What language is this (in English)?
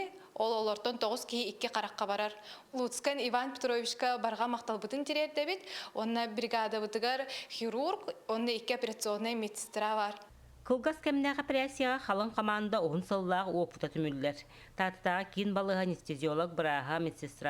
Yakut